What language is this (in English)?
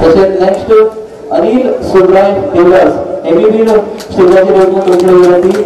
Konkani